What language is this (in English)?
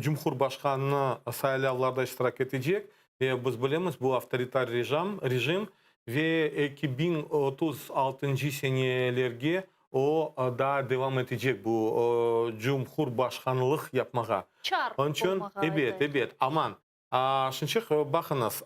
Crimean Tatar